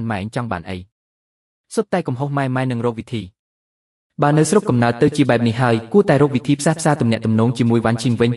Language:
Khmer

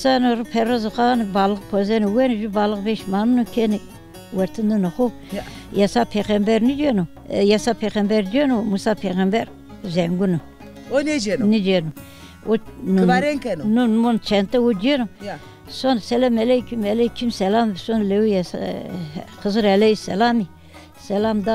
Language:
Zaza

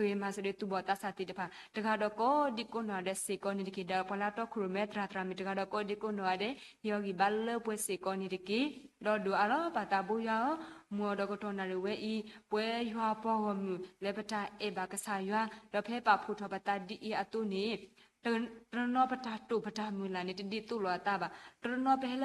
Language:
S'gaw Karen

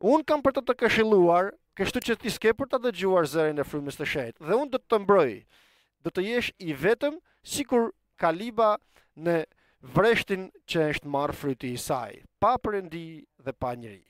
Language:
Albanian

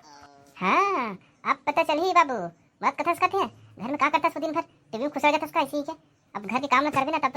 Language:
Chhattisgarhi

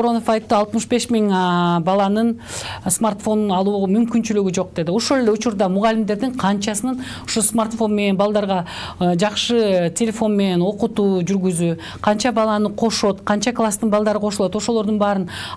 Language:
Kyrgyz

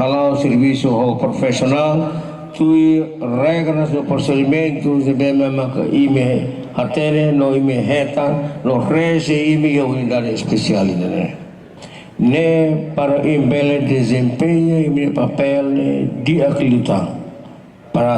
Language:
Tetum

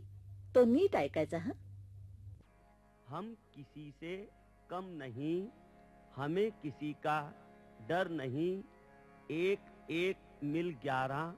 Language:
Marathi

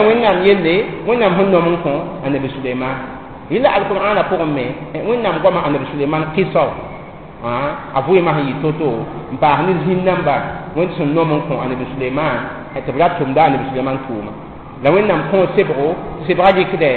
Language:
Mossi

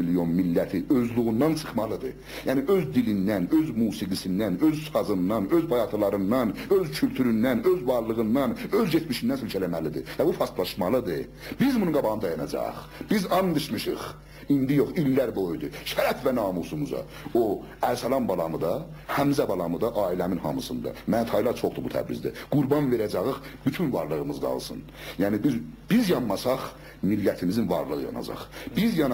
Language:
South Azerbaijani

